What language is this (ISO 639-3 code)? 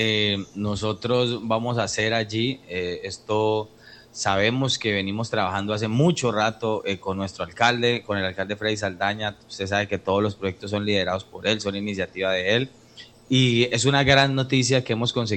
spa